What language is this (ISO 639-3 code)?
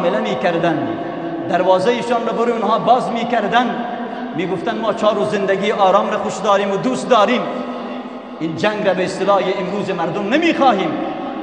fas